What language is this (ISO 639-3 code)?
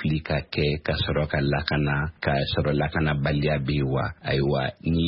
bam